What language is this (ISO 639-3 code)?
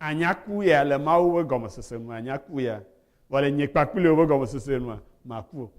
ewe